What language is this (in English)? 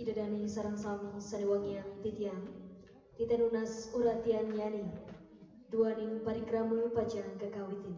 Balinese